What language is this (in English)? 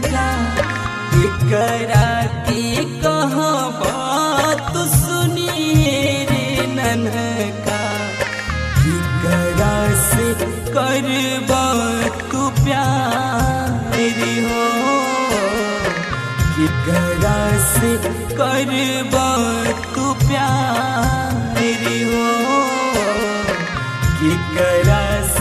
Bhojpuri